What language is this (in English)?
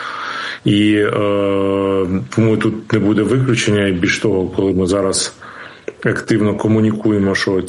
Ukrainian